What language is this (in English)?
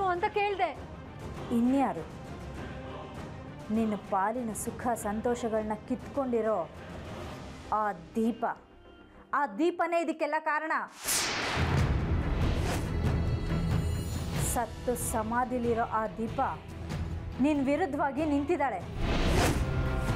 Kannada